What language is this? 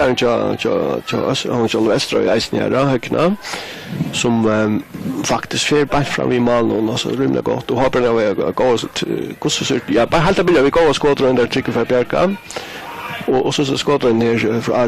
Faroese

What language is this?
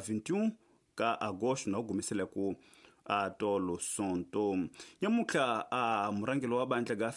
Tsonga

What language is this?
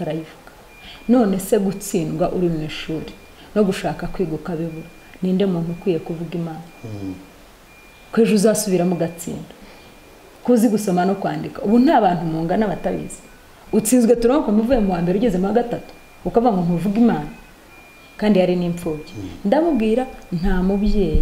Kinyarwanda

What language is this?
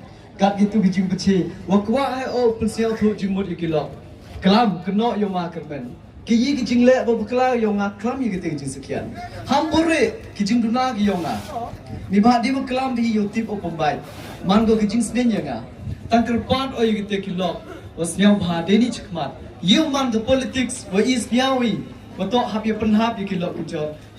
Pnar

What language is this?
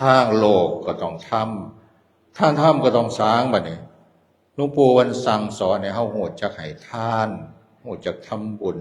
Northeastern Thai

